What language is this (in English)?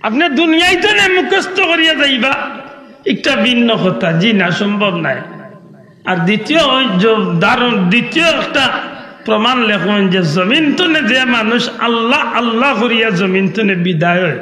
Sylheti